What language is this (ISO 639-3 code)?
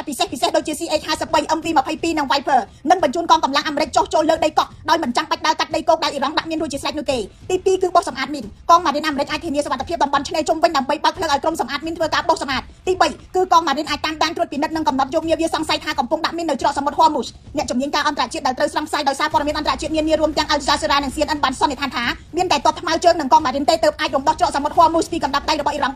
khm